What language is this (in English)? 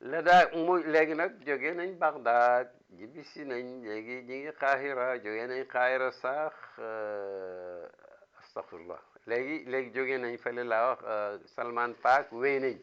Wolof